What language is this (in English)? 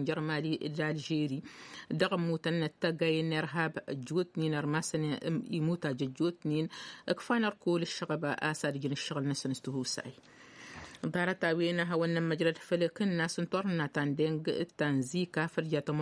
Tamasheq